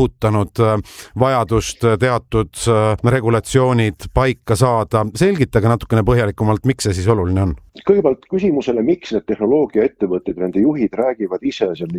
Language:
Estonian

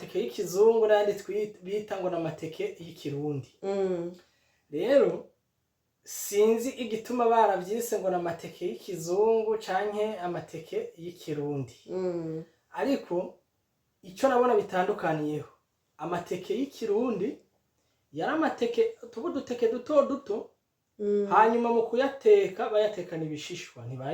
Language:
Rundi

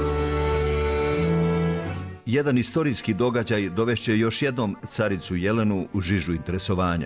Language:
Serbian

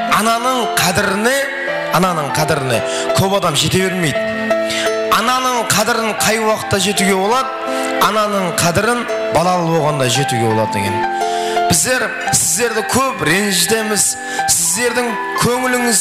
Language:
Kara-Kalpak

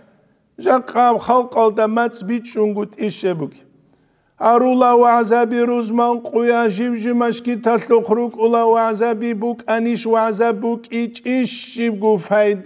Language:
Avaric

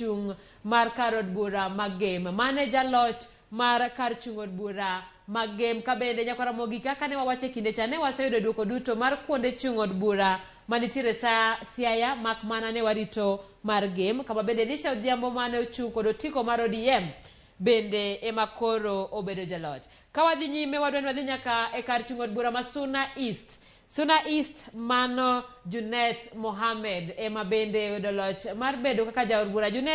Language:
Luo (Kenya and Tanzania)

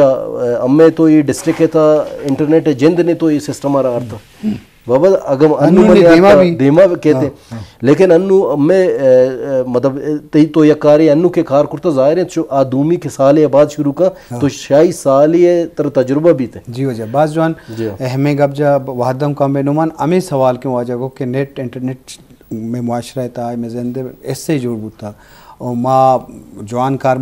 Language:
Baluchi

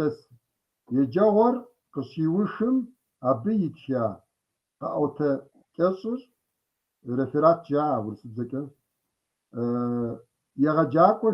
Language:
Kabardian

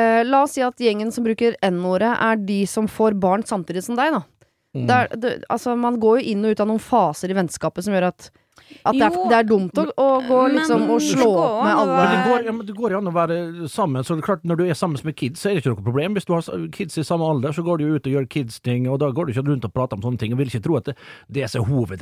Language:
Norwegian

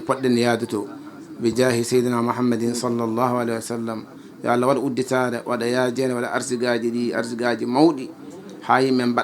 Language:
Fula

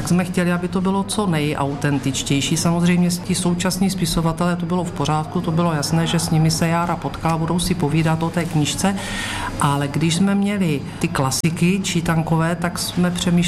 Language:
Czech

